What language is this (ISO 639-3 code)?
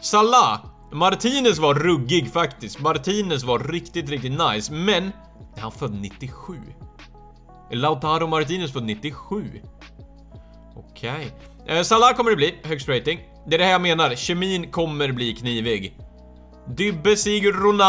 swe